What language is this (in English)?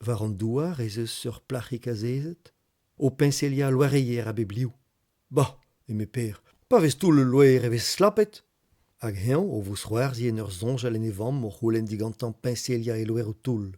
Breton